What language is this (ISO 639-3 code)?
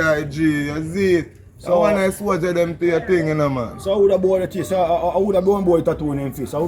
jam